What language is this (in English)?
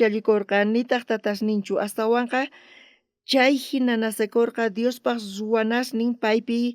South Bolivian Quechua